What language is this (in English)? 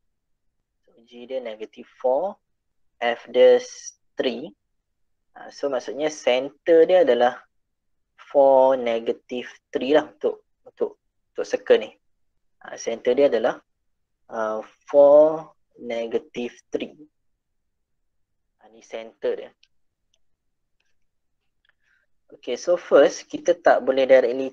Malay